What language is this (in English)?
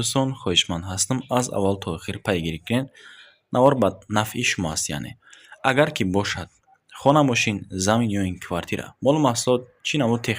Tajik